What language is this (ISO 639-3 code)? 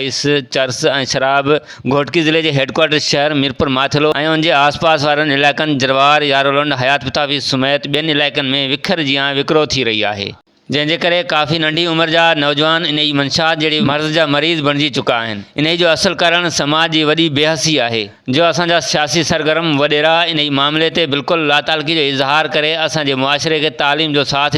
snd